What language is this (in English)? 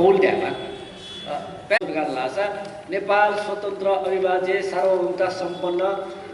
Newari